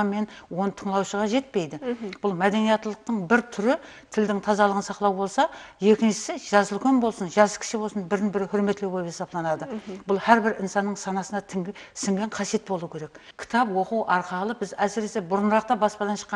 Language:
Kara-Kalpak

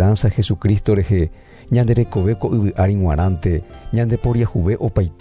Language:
Guarani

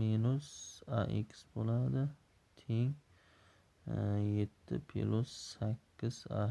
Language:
Uzbek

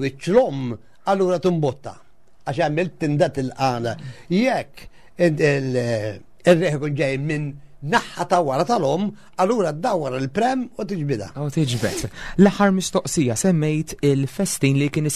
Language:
Maltese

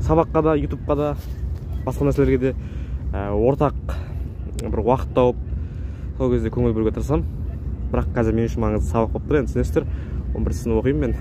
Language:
Kazakh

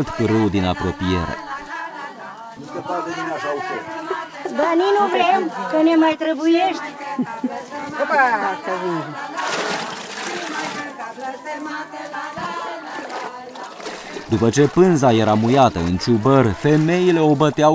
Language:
Romanian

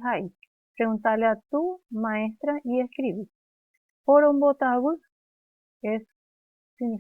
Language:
Guarani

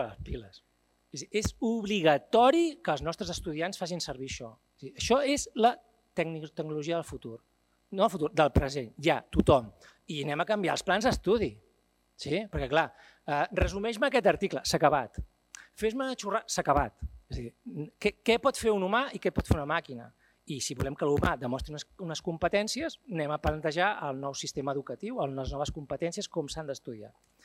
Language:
Catalan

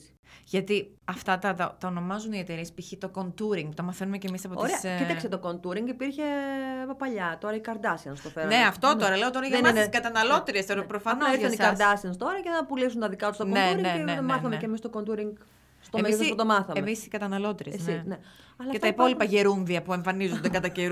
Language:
Greek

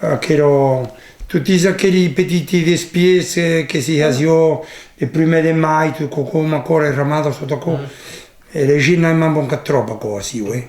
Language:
Occitan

